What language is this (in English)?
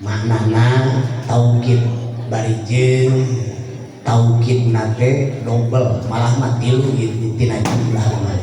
Sundanese